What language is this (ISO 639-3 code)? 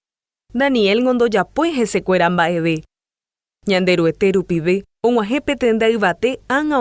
grn